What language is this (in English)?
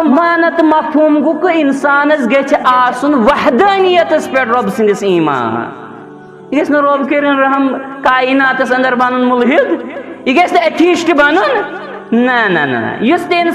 Kashmiri